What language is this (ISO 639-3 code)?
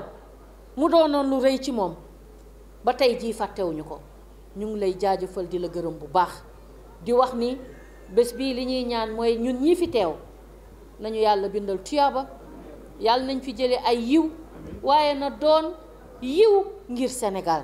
wol